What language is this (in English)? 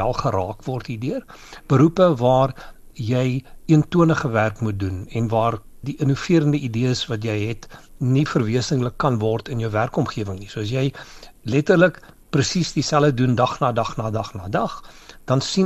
Afrikaans